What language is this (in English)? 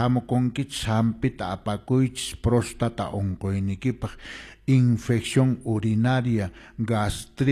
Quechua